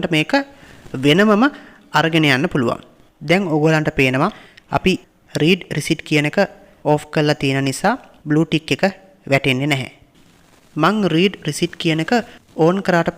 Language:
Sinhala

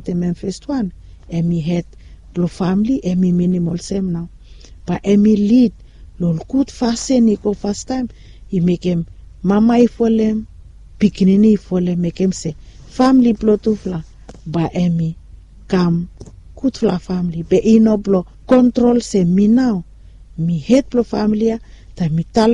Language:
Bislama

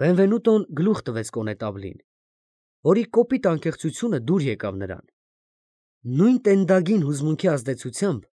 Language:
Armenian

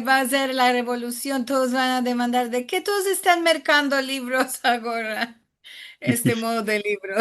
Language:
Ladino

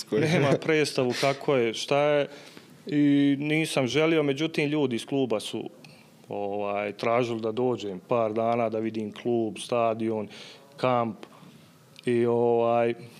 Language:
Bosnian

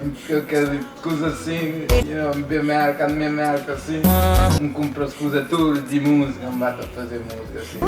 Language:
Kabuverdianu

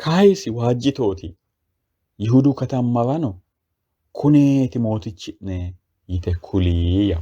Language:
Sidamo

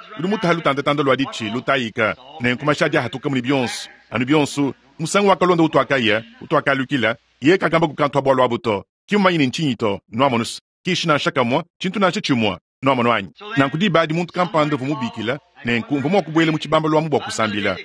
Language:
Luba-Lulua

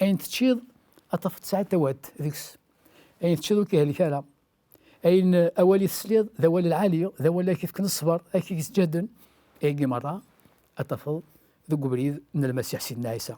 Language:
Kabyle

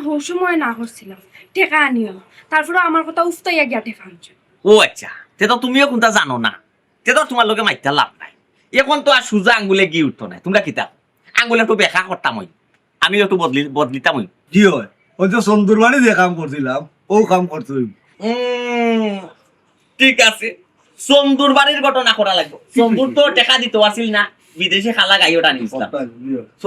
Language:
Sylheti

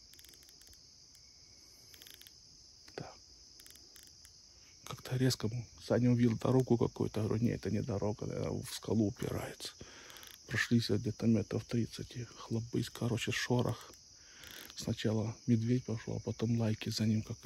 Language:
Russian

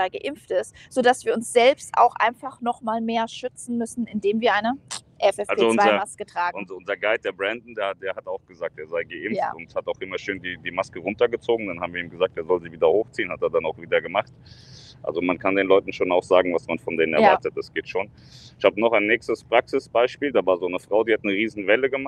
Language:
German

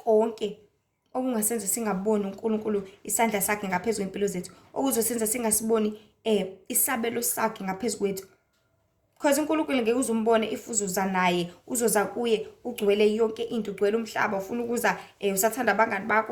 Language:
Zulu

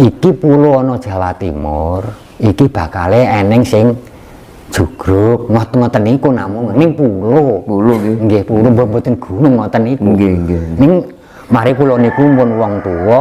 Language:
Javanese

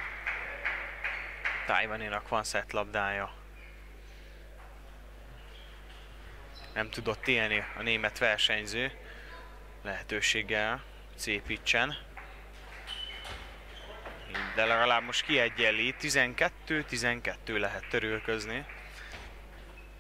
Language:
Hungarian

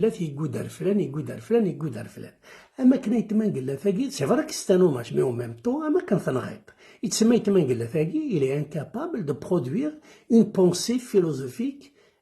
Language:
Kabyle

